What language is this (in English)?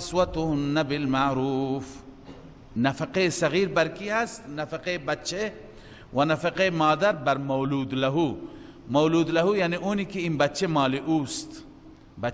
Persian